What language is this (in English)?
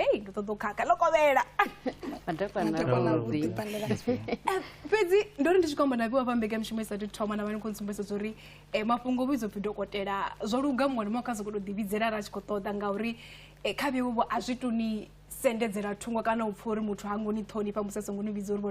Venda